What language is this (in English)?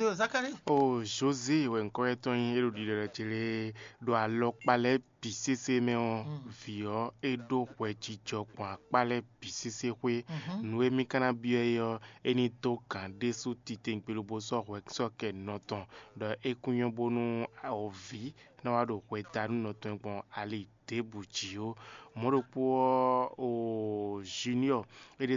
Fon